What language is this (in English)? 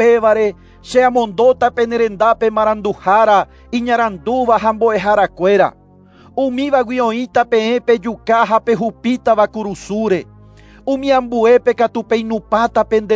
Guarani